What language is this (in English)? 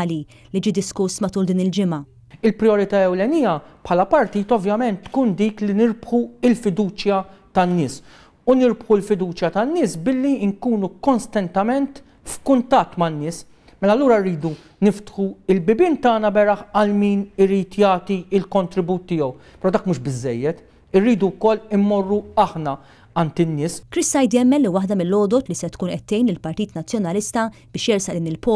Maltese